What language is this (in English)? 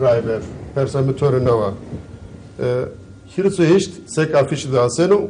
Zaza